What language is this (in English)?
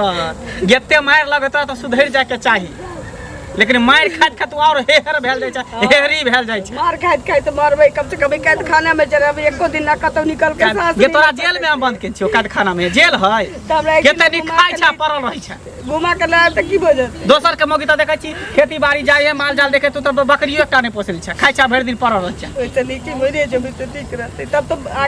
Maithili